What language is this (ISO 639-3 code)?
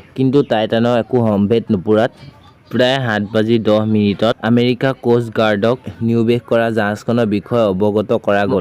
asm